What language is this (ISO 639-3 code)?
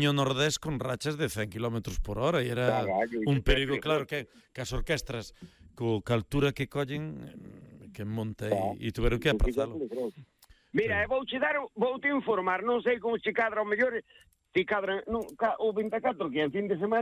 glg